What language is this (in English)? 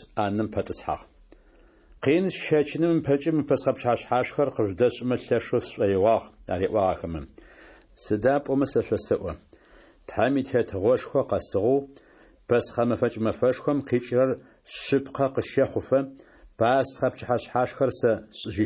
Adyghe